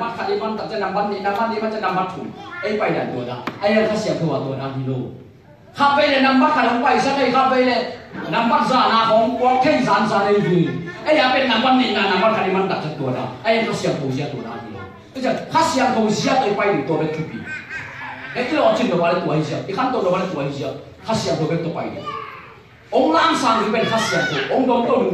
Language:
Tedim Chin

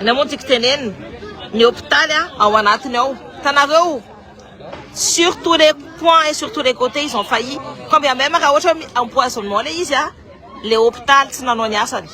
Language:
Malagasy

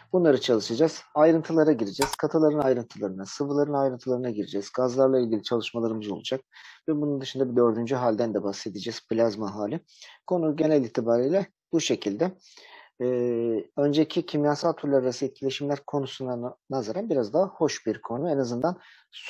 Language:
Turkish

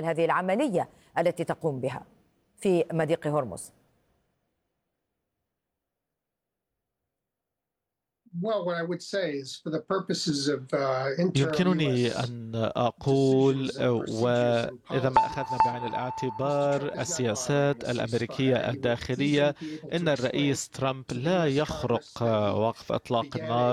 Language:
Arabic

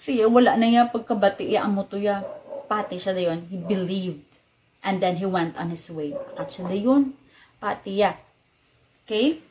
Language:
Hiligaynon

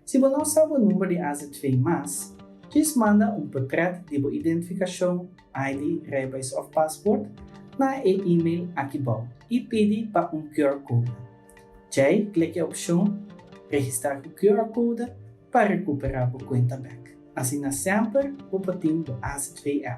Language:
Papiamento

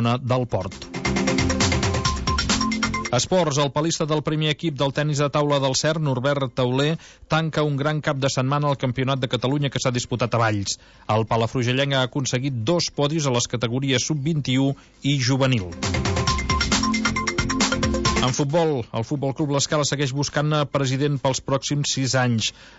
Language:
Catalan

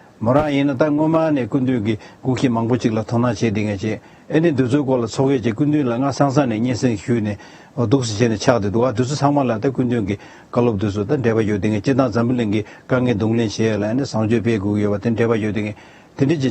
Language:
Tibetan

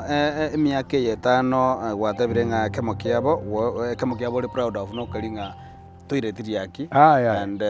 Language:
Gusii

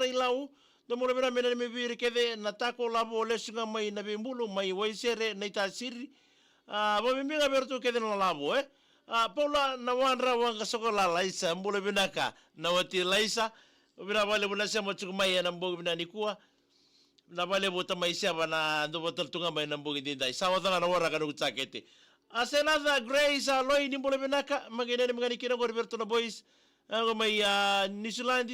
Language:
Fijian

